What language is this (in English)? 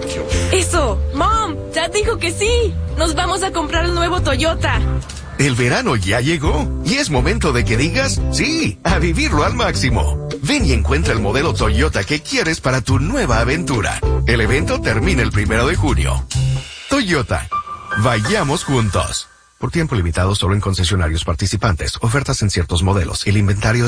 Spanish